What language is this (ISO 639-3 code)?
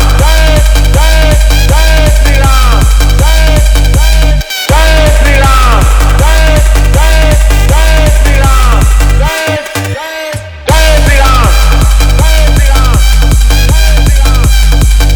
hin